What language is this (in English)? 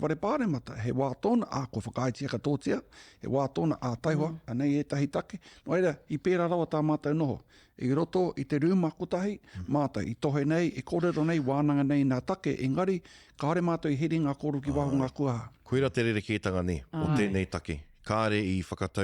Māori